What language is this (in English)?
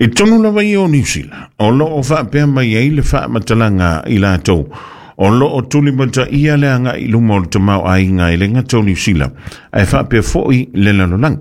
Samoan